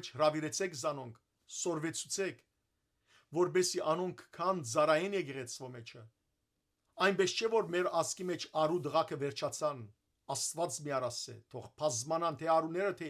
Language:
Western Armenian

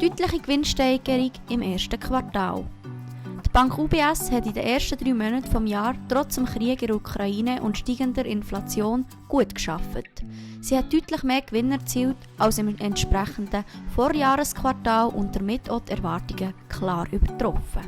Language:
Swiss German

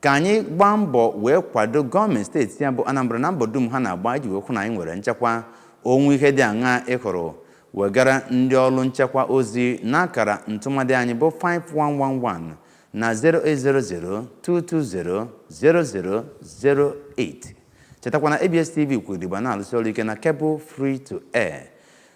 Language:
Igbo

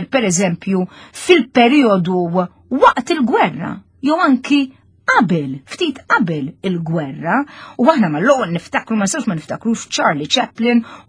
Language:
Maltese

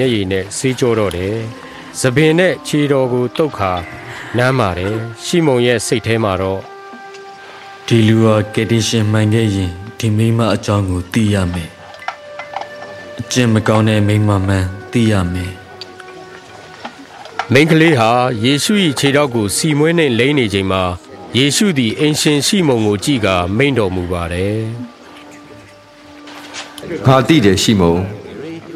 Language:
Burmese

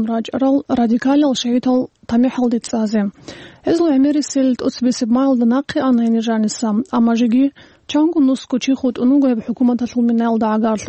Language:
Avaric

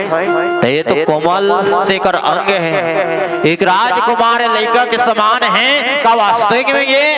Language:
Chhattisgarhi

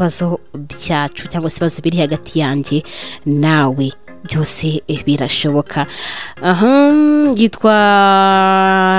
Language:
Kinyarwanda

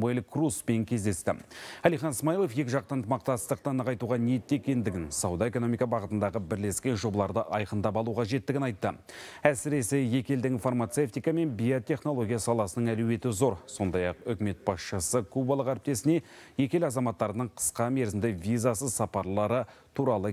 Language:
Kazakh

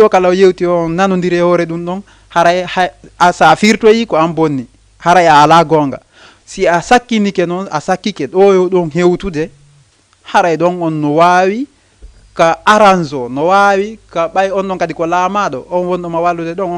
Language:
Fula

